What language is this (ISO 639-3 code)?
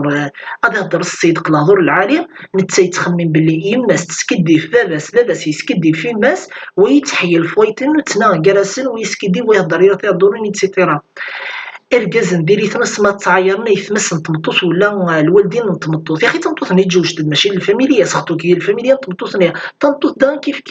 kab